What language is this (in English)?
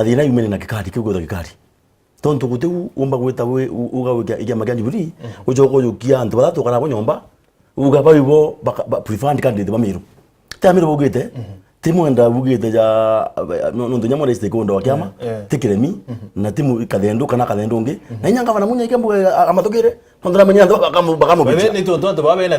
Meru